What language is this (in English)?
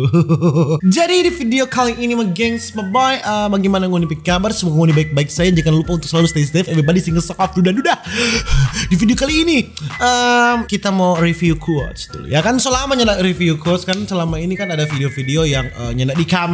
Manado Malay